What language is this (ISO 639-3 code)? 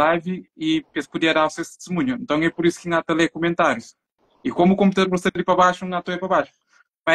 kea